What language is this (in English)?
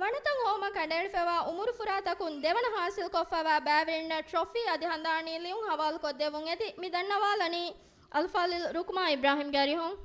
Divehi